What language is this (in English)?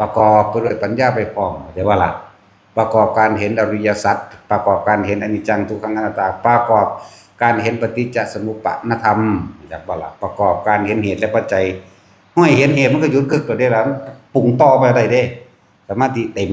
Northeastern Thai